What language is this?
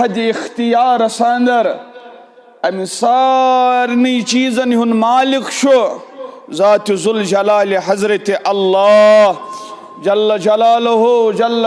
Kashmiri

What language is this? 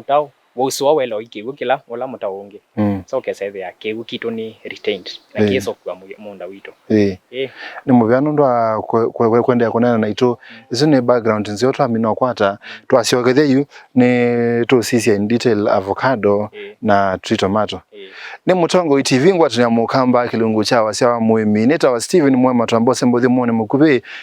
Kamba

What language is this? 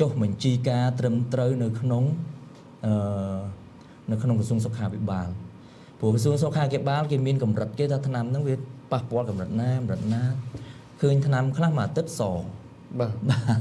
Khmer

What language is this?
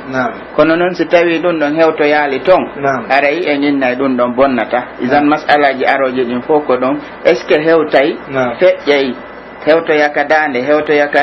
Pular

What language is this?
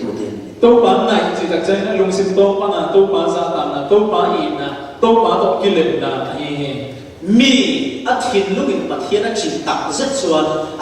Falam Chin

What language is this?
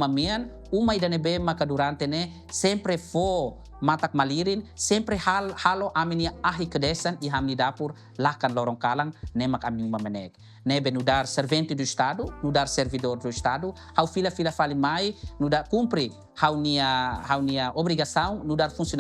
Tetum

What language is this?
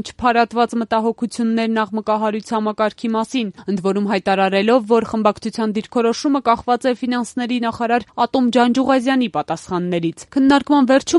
Armenian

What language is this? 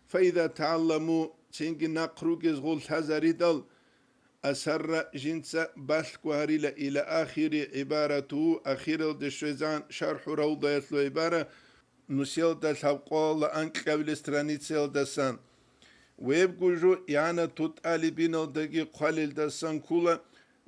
Avaric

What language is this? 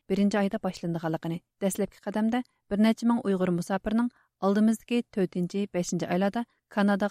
Uyghur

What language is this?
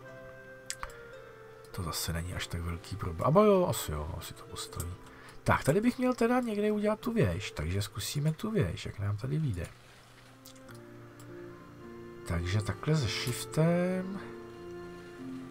Czech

